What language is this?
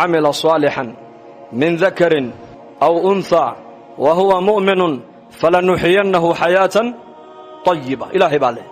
Somali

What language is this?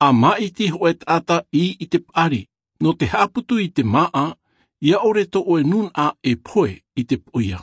Tahitian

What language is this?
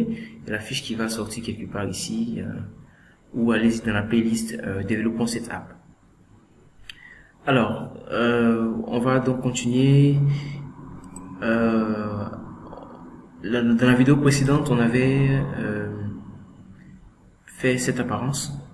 French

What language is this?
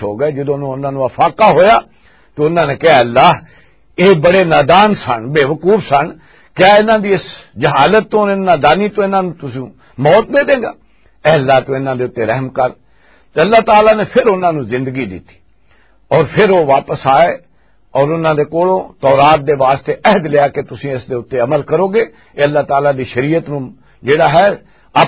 Western Panjabi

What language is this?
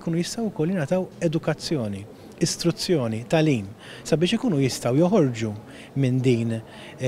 Maltese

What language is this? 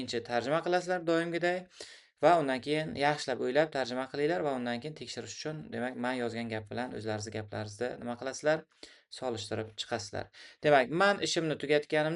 Uzbek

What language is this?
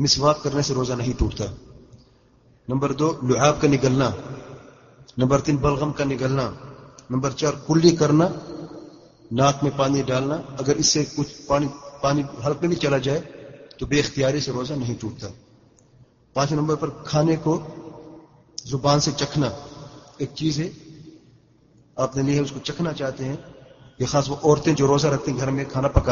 Urdu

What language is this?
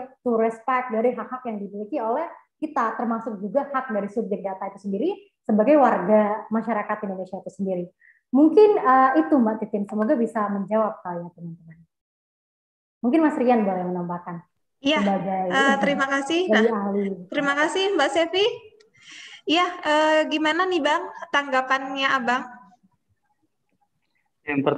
Indonesian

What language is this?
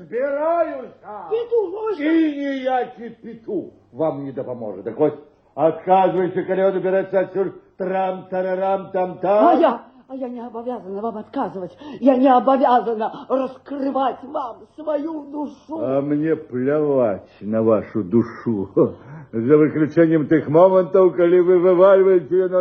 Belarusian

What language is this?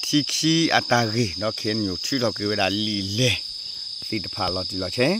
S'gaw Karen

